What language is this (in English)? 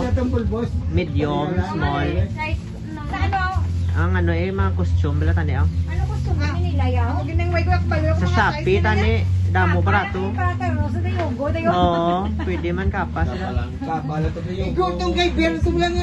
Hiligaynon